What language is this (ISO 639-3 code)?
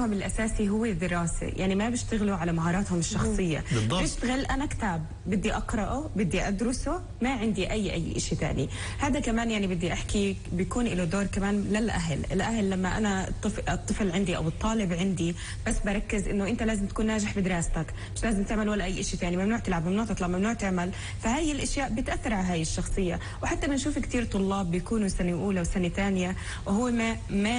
apc